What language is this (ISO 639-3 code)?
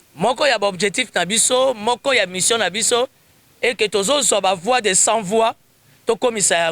lin